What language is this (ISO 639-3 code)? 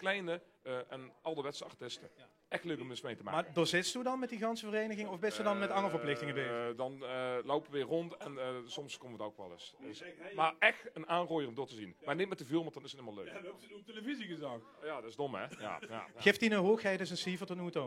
lim